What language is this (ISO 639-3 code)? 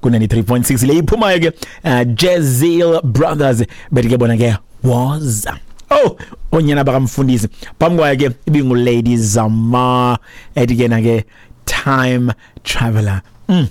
xho